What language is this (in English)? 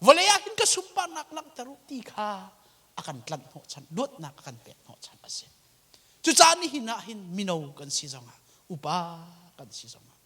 Hakha Chin